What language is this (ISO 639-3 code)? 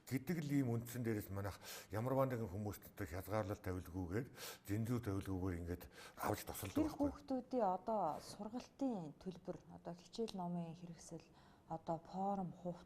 mon